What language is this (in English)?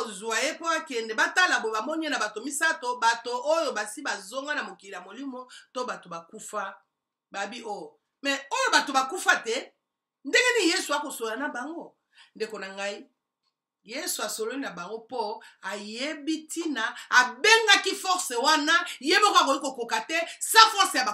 Lingala